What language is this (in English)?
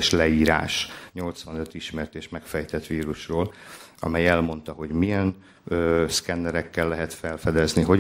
Hungarian